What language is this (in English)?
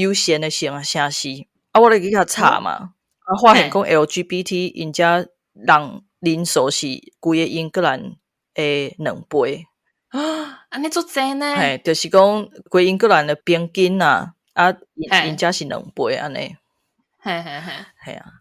Min Nan Chinese